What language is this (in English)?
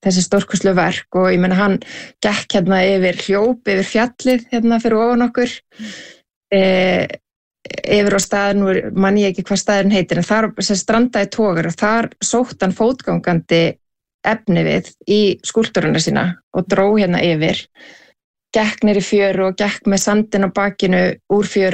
Icelandic